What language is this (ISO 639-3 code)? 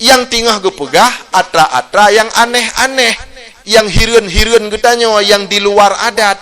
ace